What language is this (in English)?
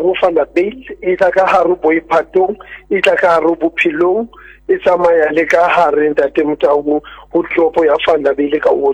Southern Sotho